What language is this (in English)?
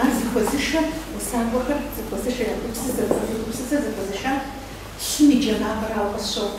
Kabardian